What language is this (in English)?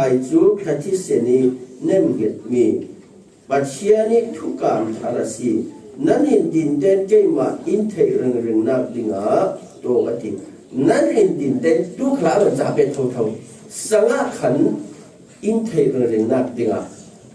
Falam Chin